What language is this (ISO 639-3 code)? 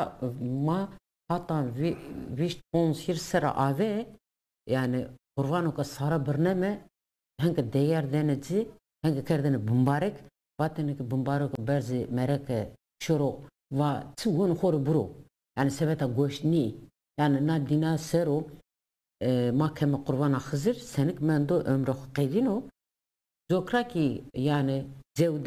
zza